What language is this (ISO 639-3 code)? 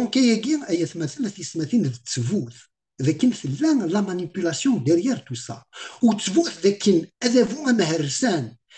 kab